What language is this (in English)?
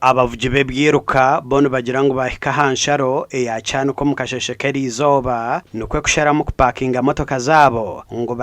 Nyankole